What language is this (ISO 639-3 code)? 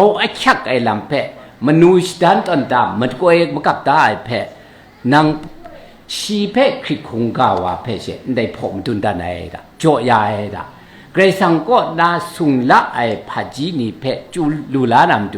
kac